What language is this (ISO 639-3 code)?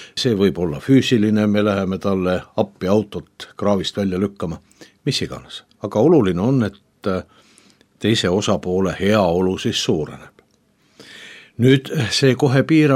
est